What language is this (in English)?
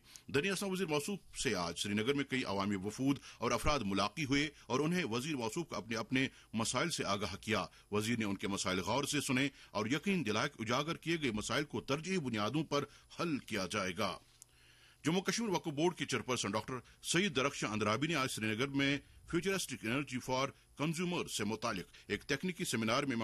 Urdu